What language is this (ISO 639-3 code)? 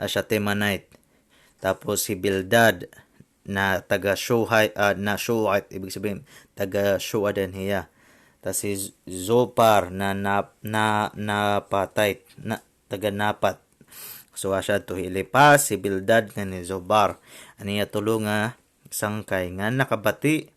war